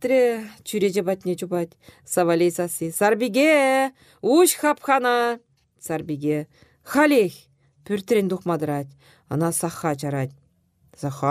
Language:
Chuvash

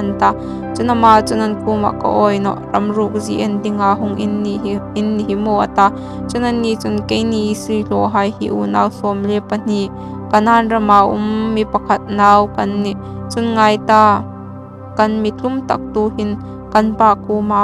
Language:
Hmar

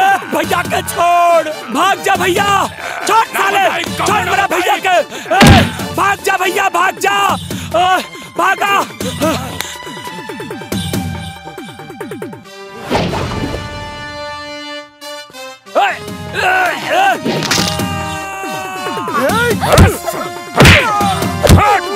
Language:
Bhojpuri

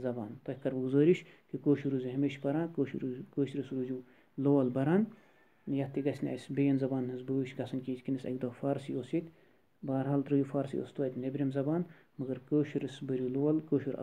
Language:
Kashmiri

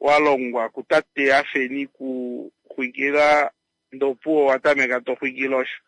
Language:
Kuanyama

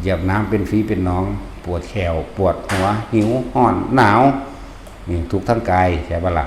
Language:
Northeastern Thai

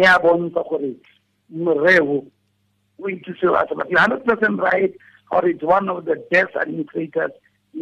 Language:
Tswana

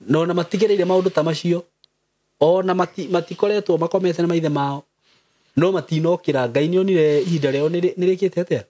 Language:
Kikuyu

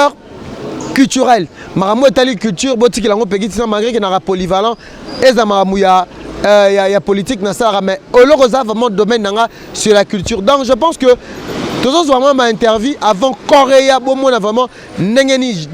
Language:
Lingala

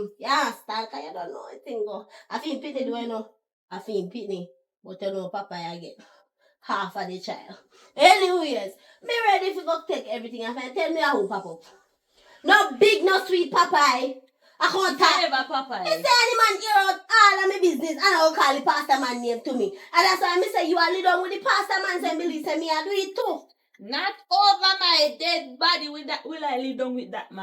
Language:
Jamaican Creole English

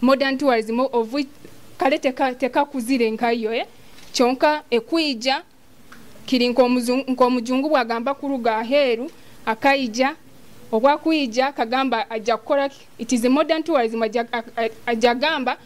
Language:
Nyoro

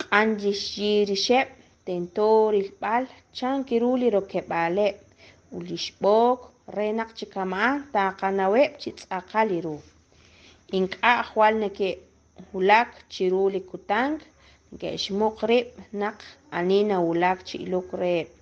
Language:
Kekchí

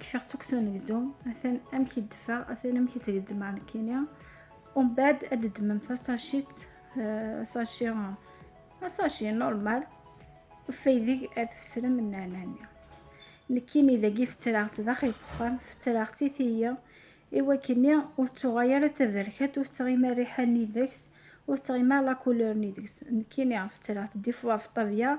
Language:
Kabyle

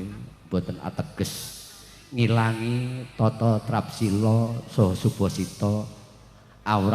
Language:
Javanese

